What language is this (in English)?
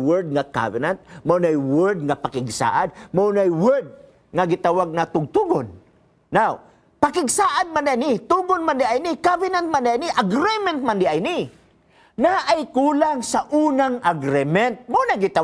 Cebuano